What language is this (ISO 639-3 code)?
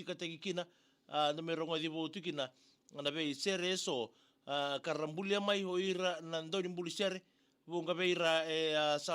fij